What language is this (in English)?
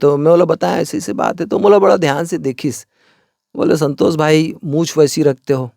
Chhattisgarhi